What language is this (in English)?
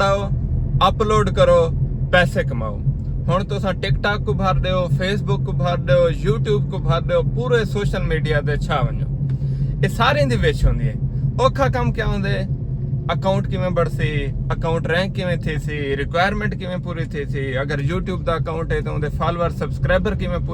Saraiki